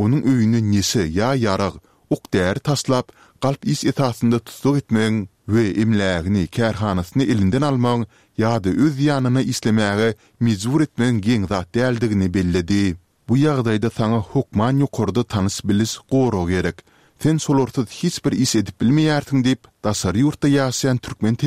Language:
Turkmen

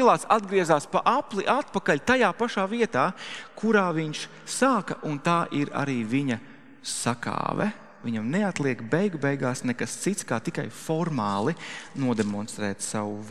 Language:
Latvian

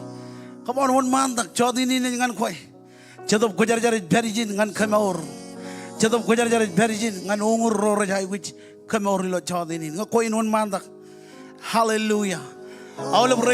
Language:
Marshallese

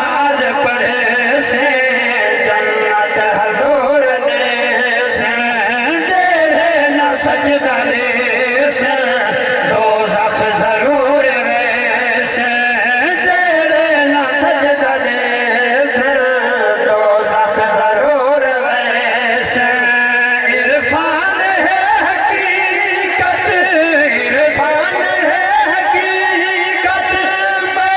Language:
Saraiki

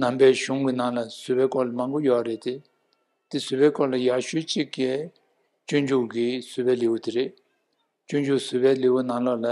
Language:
Tibetan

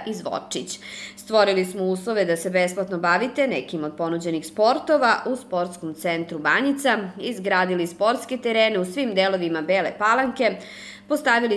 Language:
Serbian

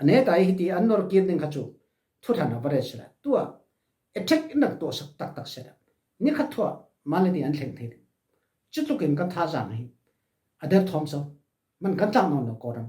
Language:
Falam Chin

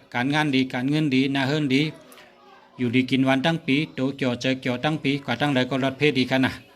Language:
Shan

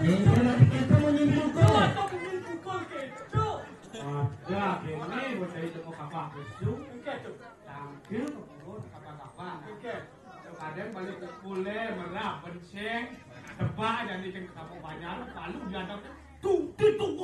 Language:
Balinese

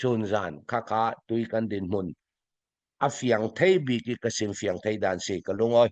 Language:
Falam Chin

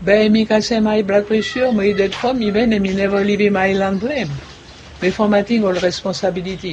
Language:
Bislama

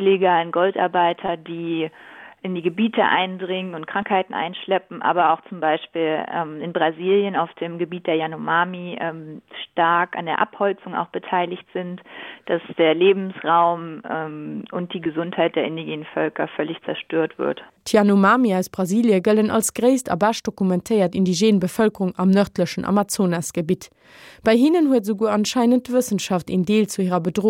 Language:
Luxembourgish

